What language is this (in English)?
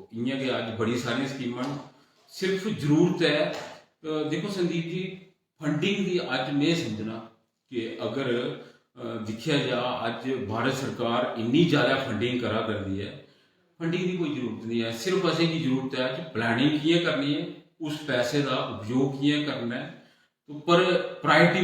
Dogri